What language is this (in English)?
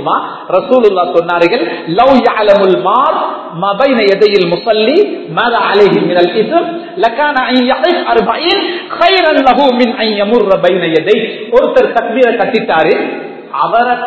Tamil